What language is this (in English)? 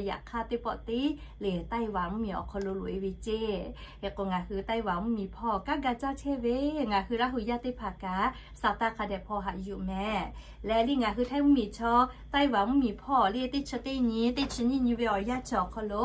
Lahu